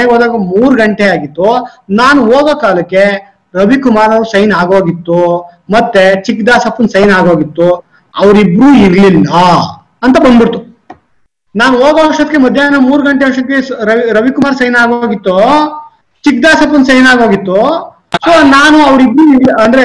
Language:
Kannada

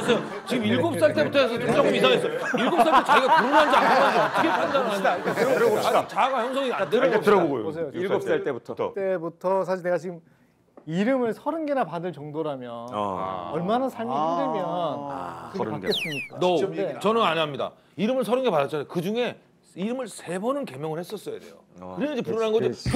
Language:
Korean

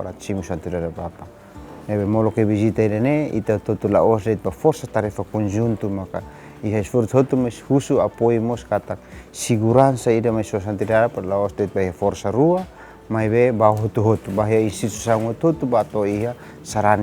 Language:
Tetum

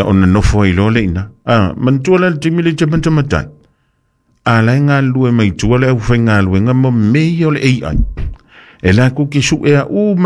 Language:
Samoan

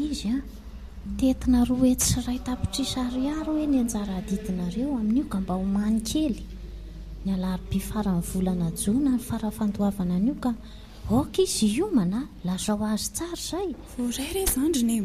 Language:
Malagasy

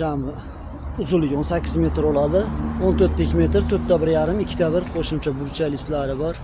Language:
Uzbek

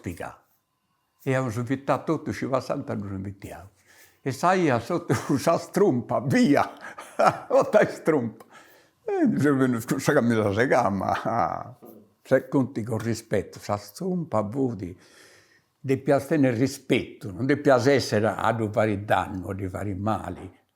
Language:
Sardinian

